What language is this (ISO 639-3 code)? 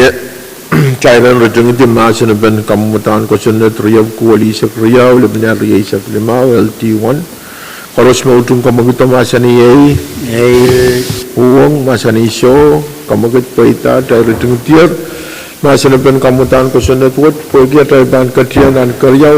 pon